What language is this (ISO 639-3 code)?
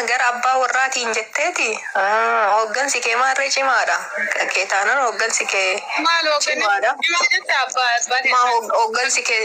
orm